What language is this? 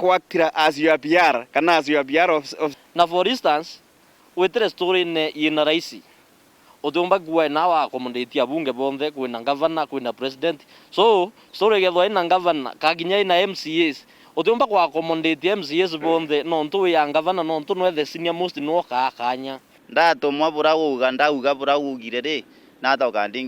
Meru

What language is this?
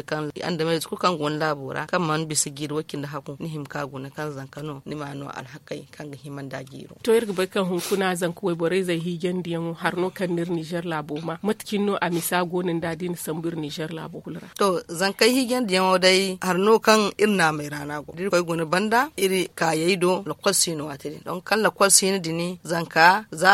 Zarma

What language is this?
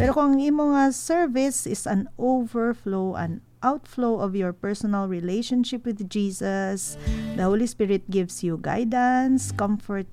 Hiligaynon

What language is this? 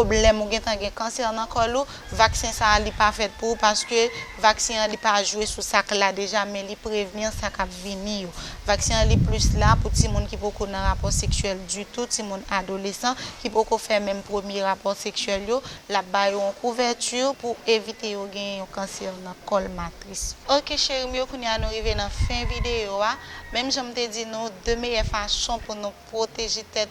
Haitian Creole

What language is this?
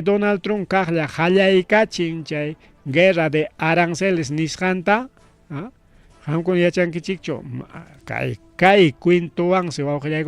Ayacucho Quechua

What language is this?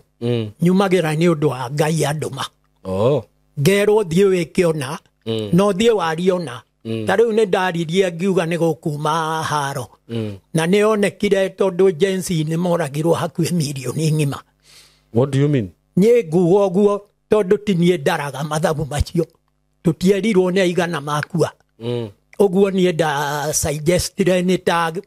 Kikuyu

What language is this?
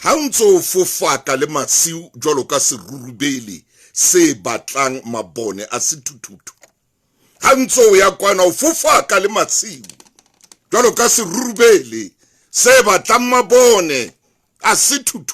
Southern Sotho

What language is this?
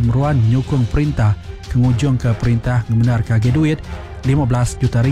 Iban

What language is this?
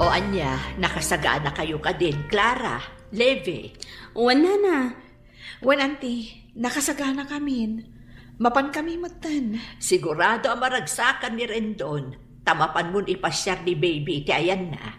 Iloko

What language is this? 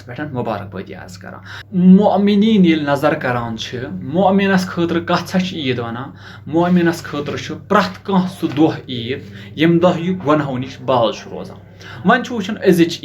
Kashmiri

